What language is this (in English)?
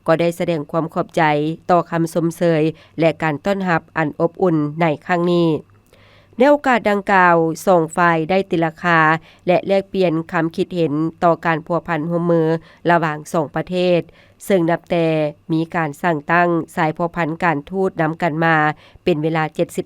Lao